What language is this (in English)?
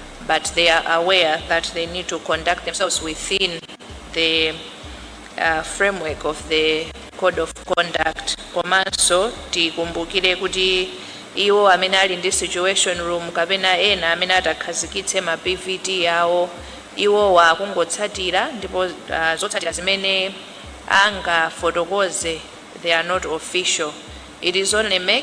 Nyanja